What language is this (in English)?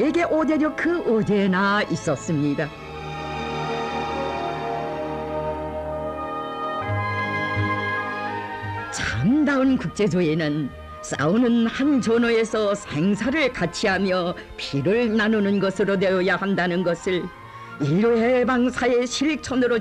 Korean